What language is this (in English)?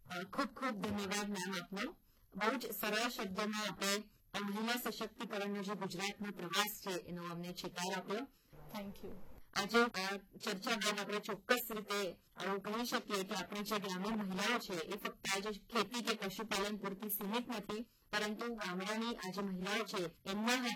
Gujarati